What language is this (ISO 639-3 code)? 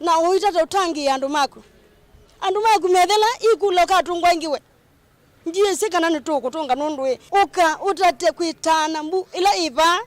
kam